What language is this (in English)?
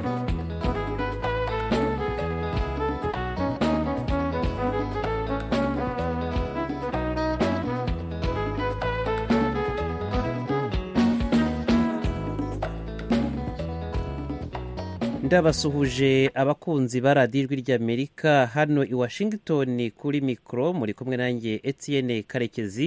Kinyarwanda